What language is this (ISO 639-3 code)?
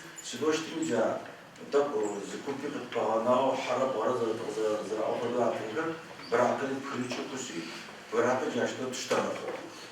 ady